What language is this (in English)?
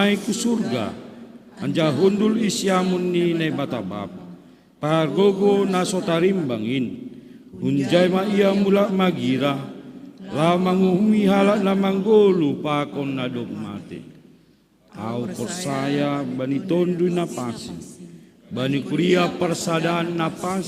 Batak Simalungun